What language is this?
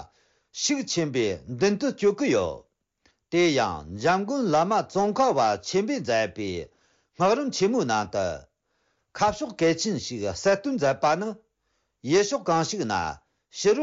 Tibetan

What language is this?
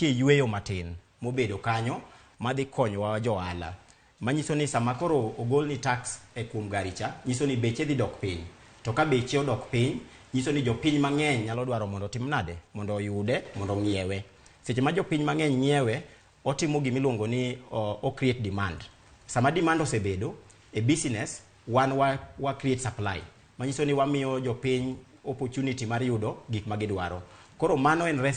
Luo (Kenya and Tanzania)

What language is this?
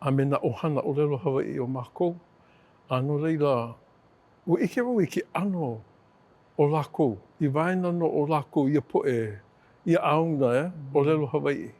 Hawaiian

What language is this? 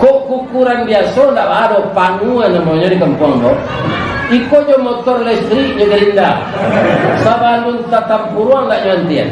Minangkabau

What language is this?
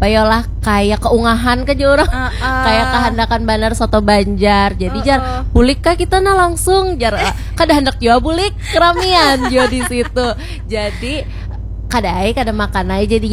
Banjar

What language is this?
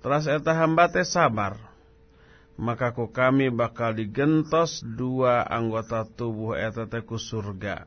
Sundanese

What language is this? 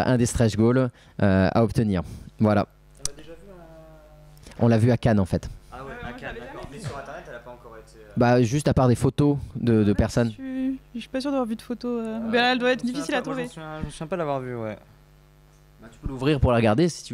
French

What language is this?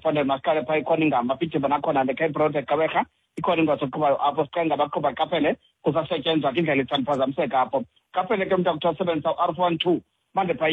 Xhosa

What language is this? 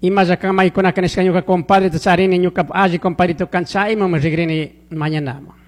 Chimborazo Highland Quichua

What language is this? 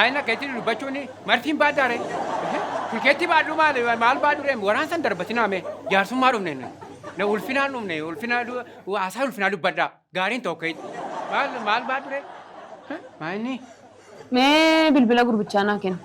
Oromo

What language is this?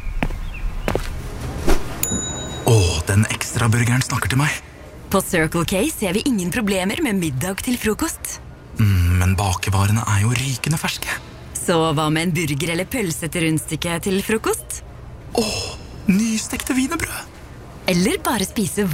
Norwegian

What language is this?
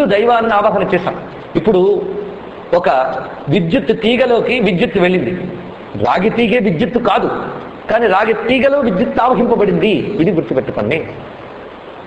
Telugu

